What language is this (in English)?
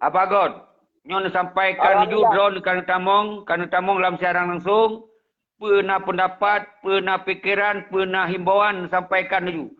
Achinese